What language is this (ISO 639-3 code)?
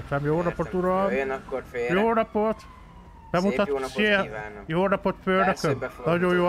hun